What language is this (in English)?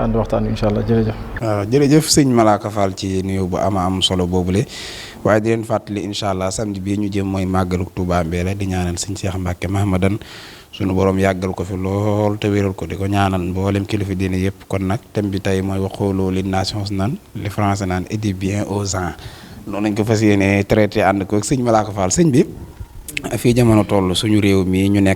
Wolof